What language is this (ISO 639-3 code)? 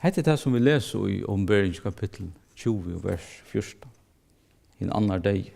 fao